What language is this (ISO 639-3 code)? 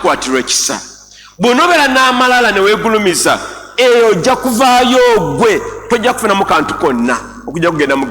lug